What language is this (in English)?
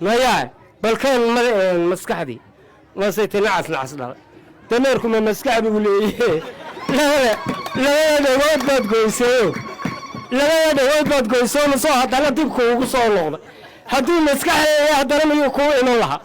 Somali